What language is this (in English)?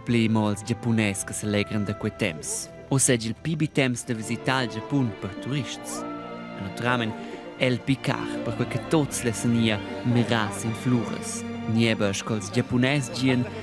Romansh